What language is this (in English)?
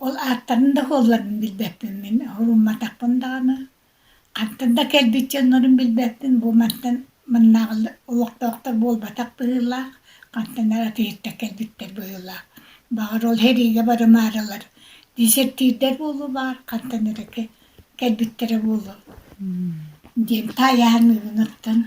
Yakut